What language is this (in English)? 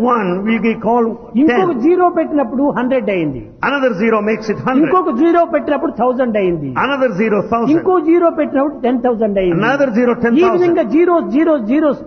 Telugu